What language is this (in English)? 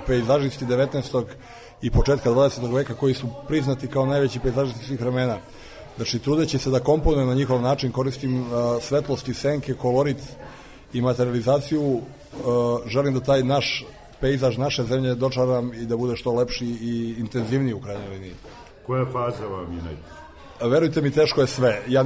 Serbian